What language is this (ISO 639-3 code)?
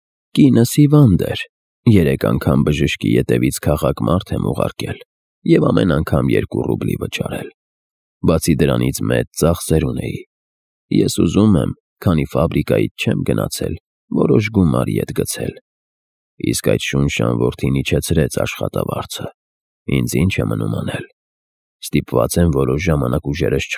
hye